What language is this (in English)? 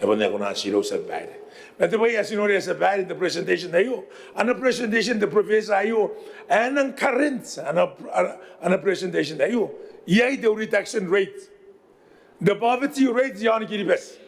Gilbertese